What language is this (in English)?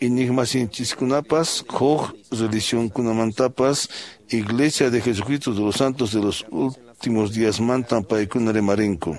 Quechua